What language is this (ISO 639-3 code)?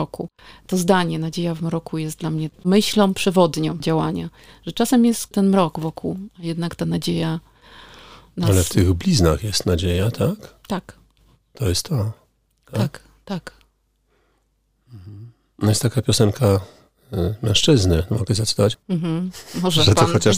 pol